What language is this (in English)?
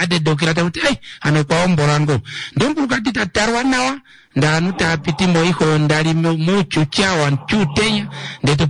Kuanyama